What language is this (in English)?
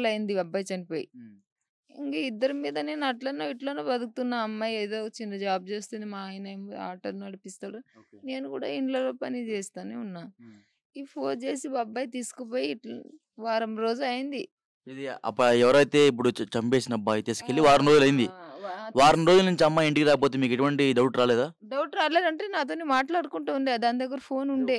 Telugu